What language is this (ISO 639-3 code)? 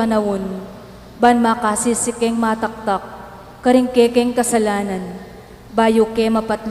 pam